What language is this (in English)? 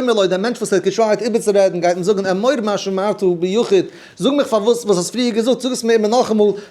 Yiddish